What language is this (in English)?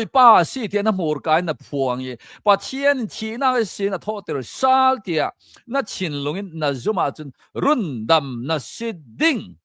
Hakha Chin